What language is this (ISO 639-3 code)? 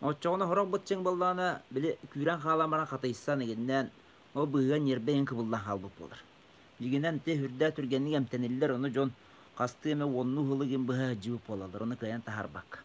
sah